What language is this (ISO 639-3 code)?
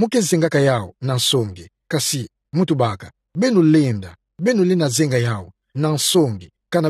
ktu